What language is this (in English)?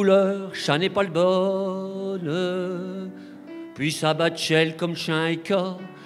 Picard